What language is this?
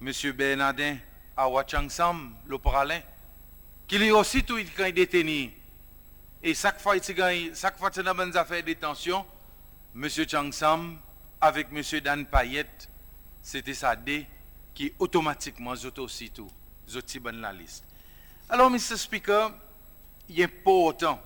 Seselwa Creole French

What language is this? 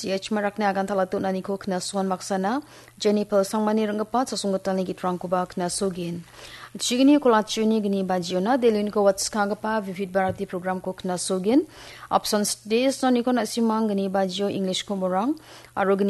Garo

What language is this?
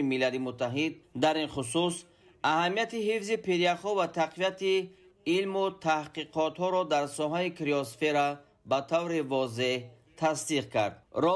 Tajik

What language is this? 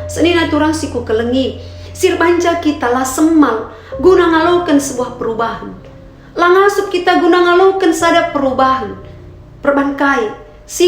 Batak Karo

